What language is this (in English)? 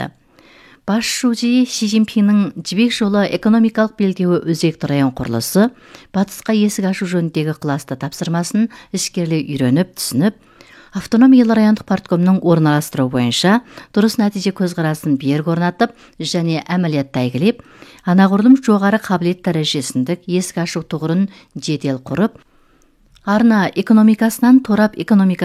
Kazakh